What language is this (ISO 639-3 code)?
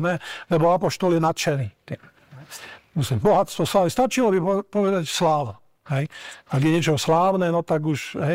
slk